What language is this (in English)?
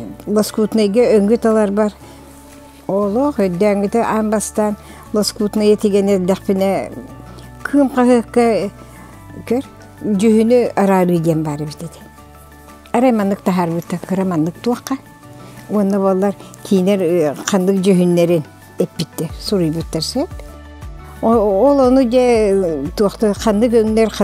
Yakut